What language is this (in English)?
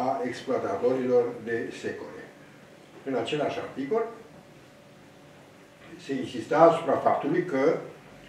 Romanian